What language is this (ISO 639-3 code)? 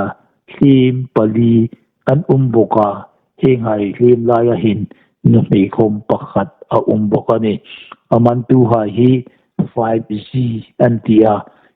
hmr